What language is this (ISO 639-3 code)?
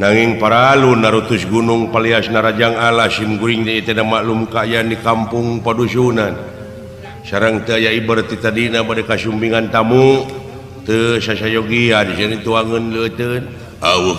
sun